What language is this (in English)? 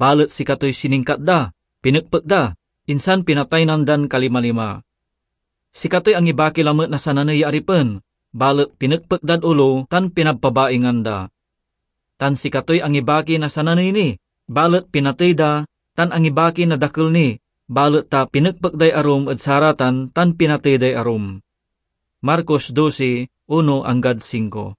Pangasinan